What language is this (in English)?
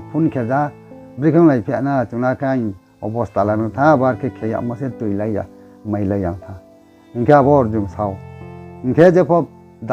Riang (India)